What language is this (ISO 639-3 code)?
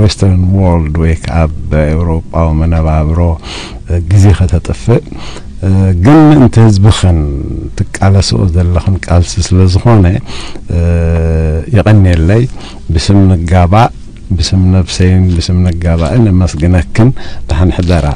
tir